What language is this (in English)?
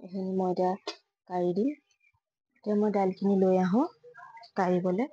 Assamese